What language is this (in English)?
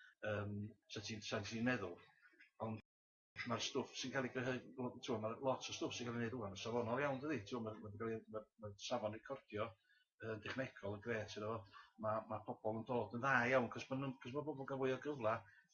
Welsh